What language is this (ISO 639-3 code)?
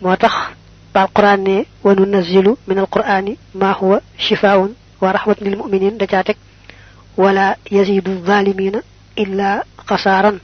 wol